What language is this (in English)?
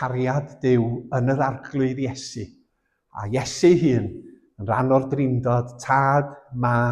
Welsh